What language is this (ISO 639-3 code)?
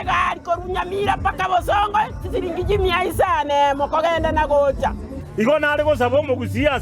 guz